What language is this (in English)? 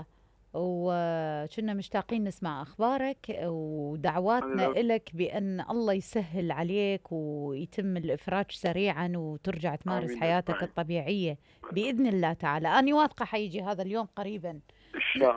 Mesopotamian Arabic